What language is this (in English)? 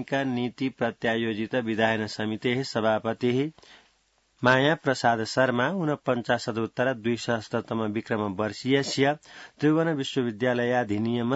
Sanskrit